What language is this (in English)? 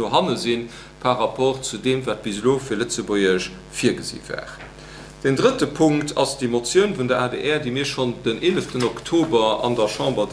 Luxembourgish